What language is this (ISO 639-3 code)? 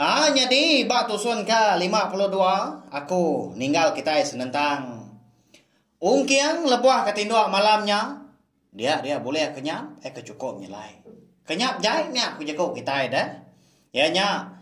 iba